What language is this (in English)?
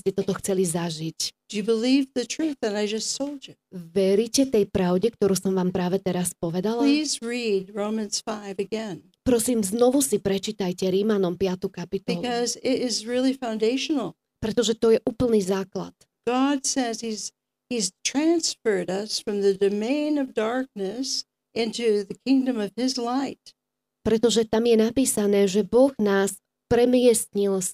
Slovak